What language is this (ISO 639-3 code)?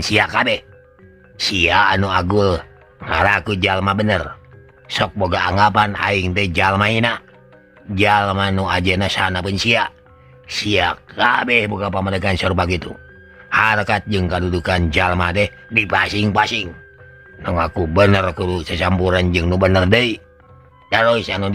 sun